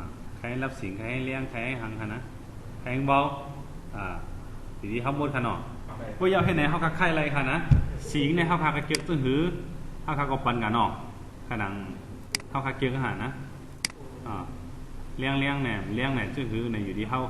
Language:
Shan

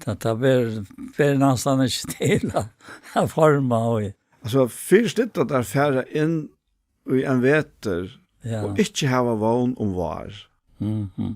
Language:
Faroese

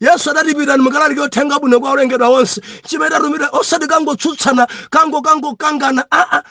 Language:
Nyanja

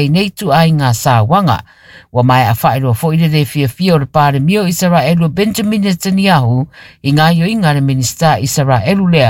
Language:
Samoan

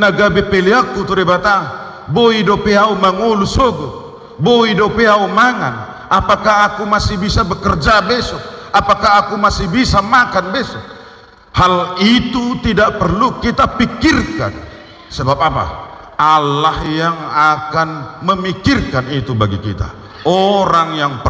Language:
Batak Toba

